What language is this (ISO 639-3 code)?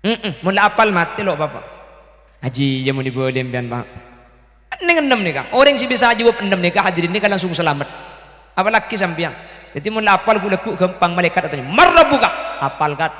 mad